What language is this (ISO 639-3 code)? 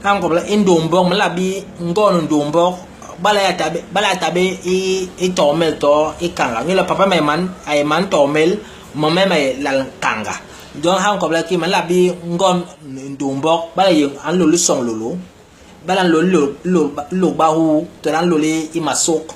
bas